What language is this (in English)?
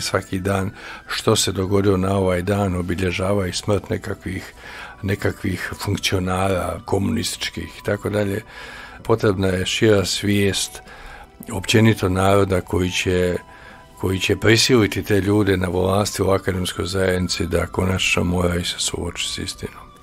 Croatian